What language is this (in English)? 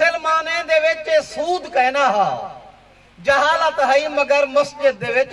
Saraiki